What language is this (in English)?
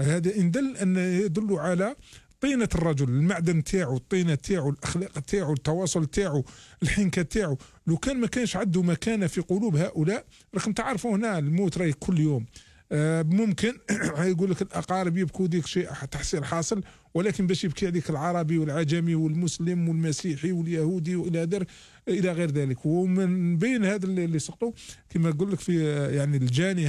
Algerian Arabic